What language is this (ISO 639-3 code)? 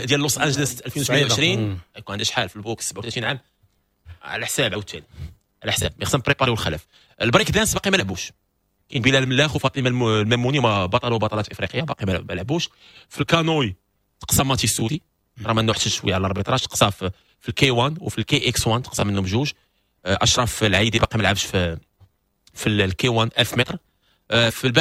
ary